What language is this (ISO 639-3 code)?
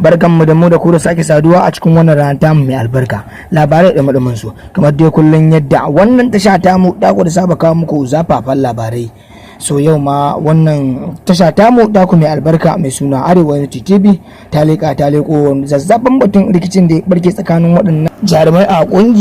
hau